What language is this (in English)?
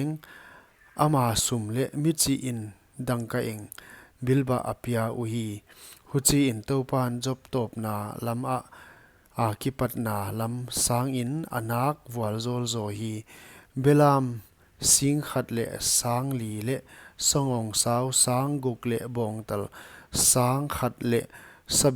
Paite Chin